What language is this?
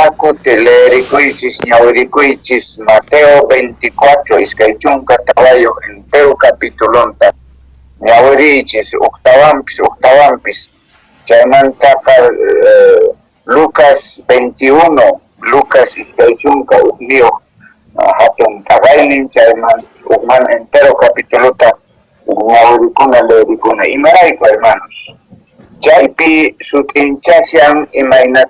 Quechua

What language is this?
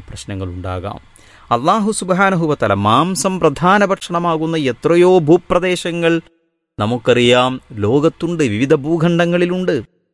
Malayalam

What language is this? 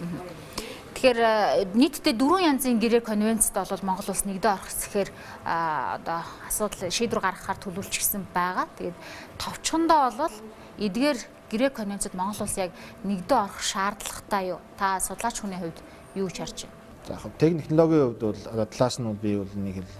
Mongolian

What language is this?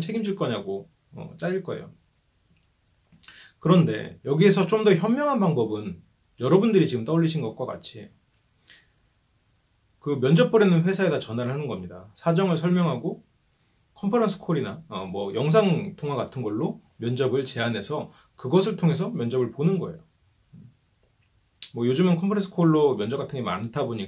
Korean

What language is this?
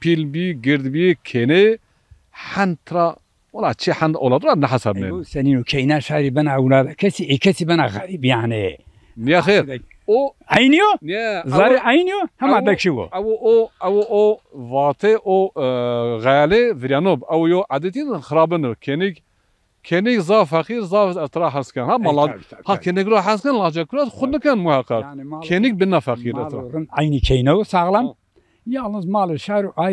Zaza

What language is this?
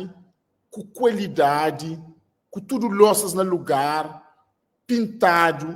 Kabuverdianu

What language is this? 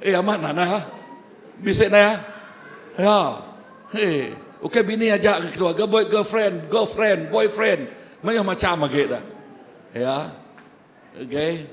Iban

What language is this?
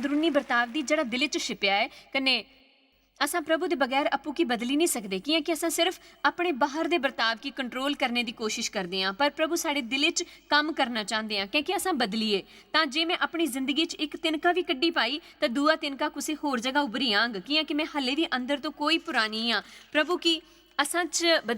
Dogri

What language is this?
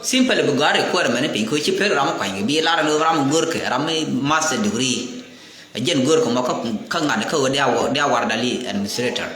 Nuer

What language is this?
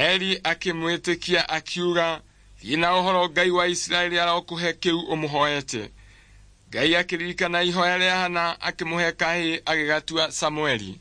Kikuyu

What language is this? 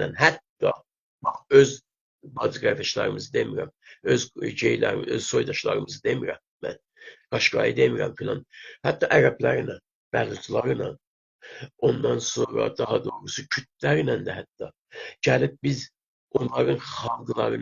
South Azerbaijani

